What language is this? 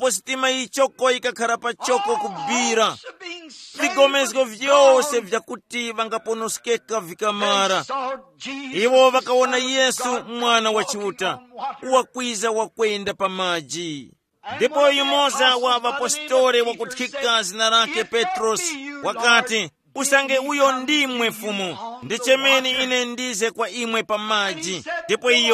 Tumbuka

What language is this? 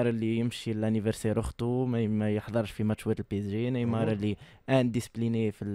Tunisian Arabic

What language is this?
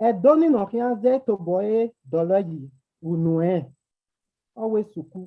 Bini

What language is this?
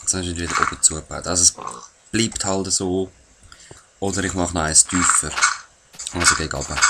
Swiss German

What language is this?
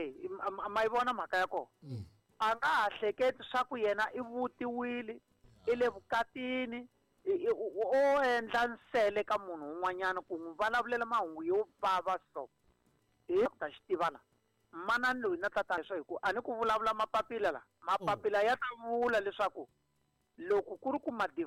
Tsonga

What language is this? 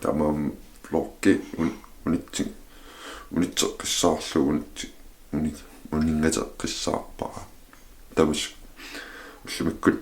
Kalaallisut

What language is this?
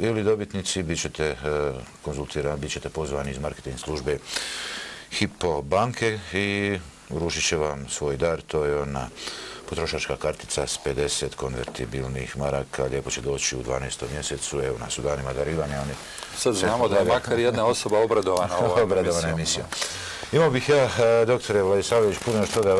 Bosnian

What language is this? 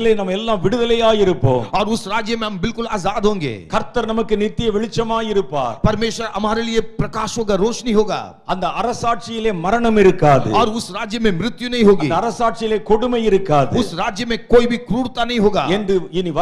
Tamil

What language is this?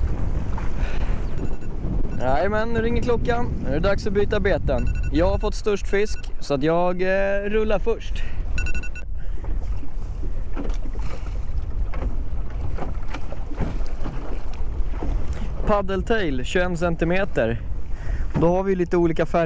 Swedish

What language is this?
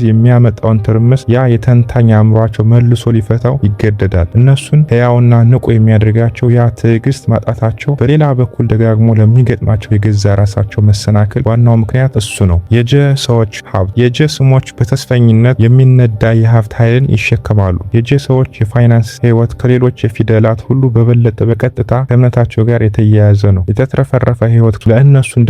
Amharic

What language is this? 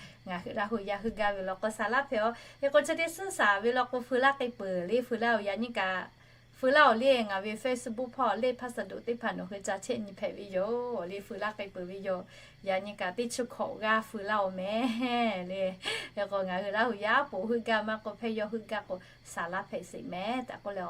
Lahu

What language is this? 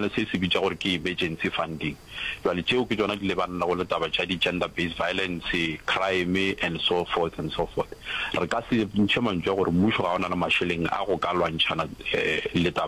Northern Sotho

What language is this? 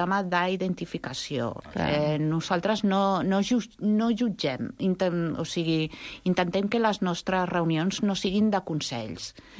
Catalan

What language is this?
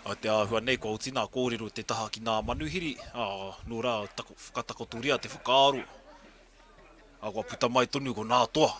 Māori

